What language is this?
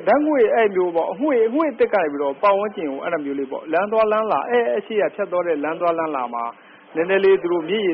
Burmese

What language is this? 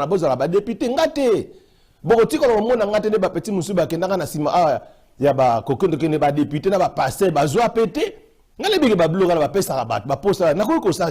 Lingala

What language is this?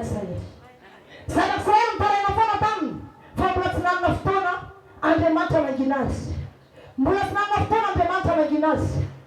Malagasy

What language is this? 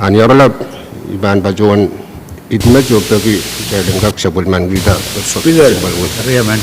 Pohnpeian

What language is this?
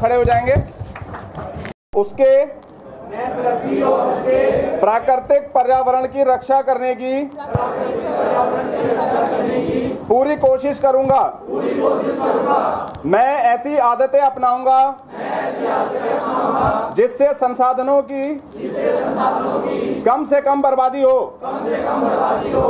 Hindi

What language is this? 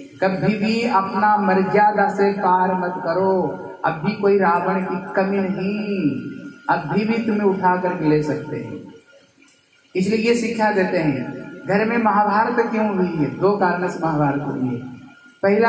Hindi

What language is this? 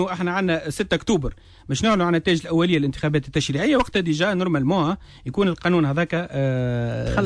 Tunisian Arabic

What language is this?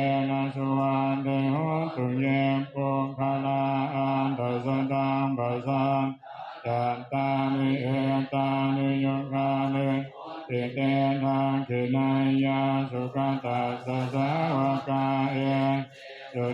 Pali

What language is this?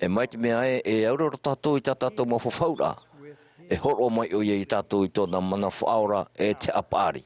Tahitian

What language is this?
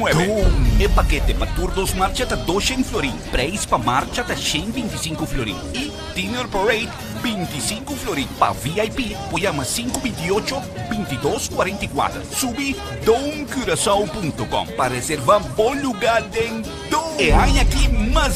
Papiamento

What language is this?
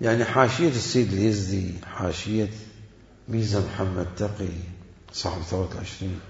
Mesopotamian Arabic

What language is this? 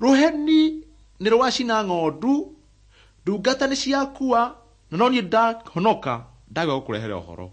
Kikuyu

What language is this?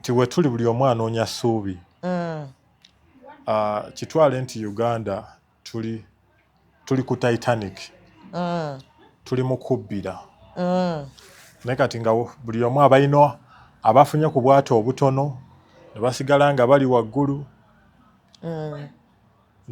Ganda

